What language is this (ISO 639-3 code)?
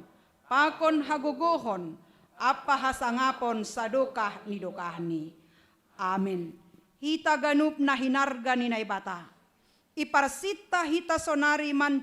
bts